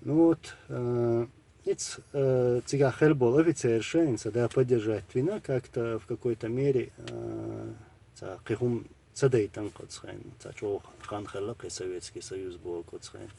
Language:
Chechen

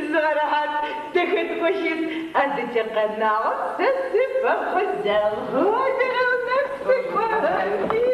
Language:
Adyghe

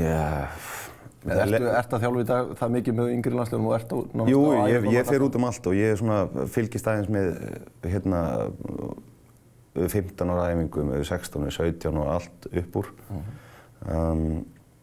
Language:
Icelandic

